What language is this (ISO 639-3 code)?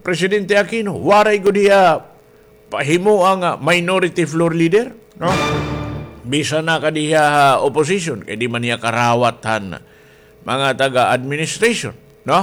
war